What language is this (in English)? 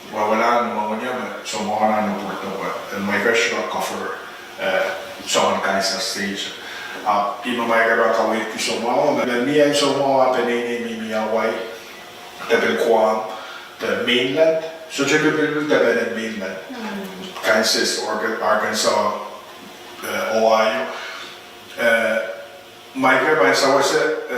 Pohnpeian